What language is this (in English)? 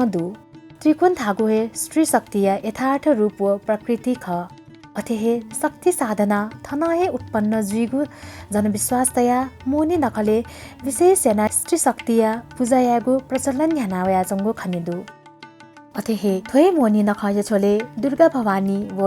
Newari